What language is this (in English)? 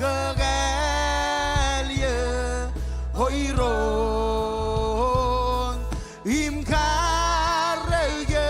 Marshallese